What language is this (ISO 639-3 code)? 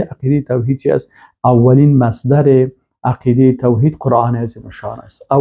fas